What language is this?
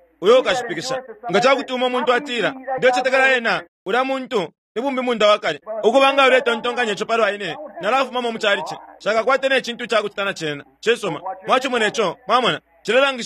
Bemba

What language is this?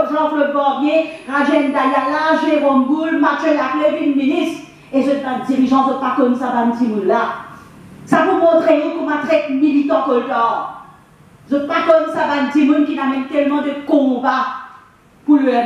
Morisyen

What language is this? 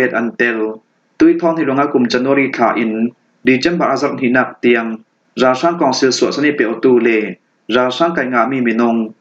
Hakha Chin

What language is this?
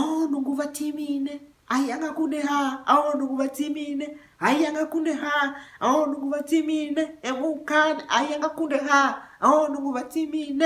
Tiv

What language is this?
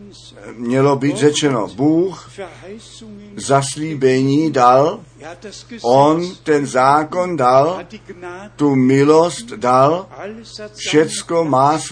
Czech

